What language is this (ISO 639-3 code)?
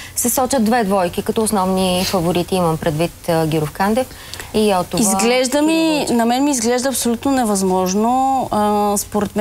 bul